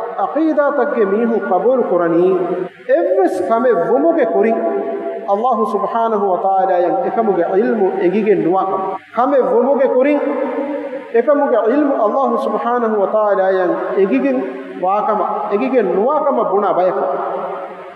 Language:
Divehi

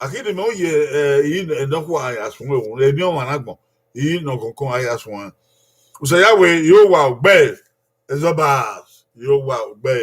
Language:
Bini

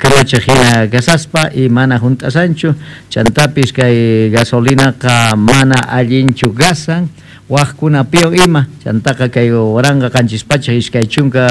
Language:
Quechua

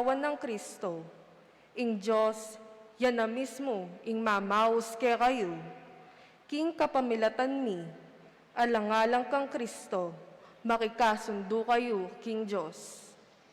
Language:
Pampanga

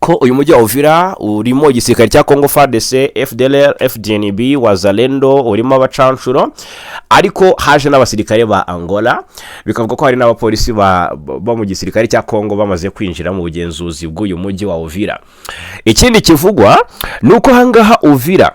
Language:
Kinyarwanda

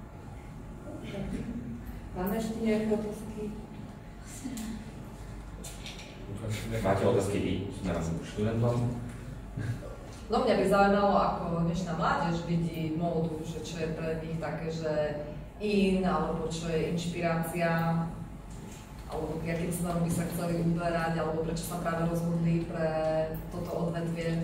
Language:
Slovak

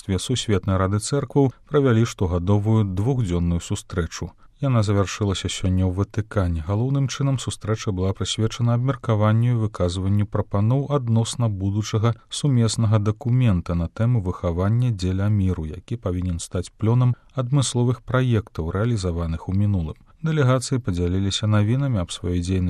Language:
Belarusian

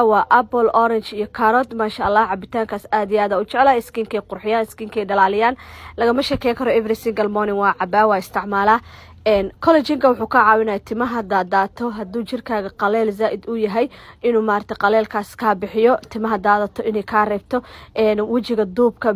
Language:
Somali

